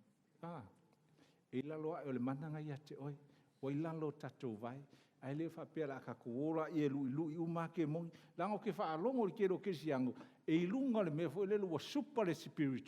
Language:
Samoan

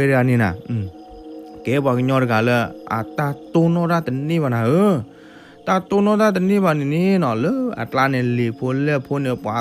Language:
S'gaw Karen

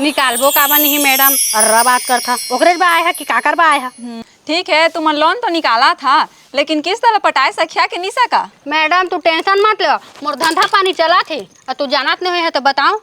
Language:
Chhattisgarhi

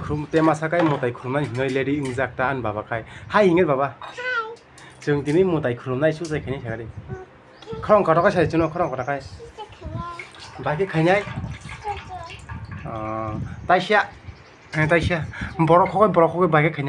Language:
Kok Borok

